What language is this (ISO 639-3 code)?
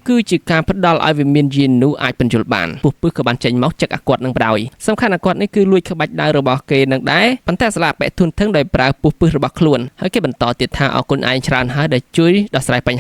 khm